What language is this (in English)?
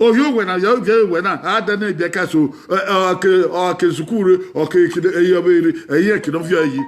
Bini